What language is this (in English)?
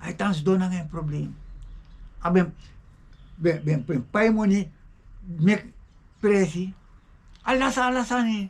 Sranan Tongo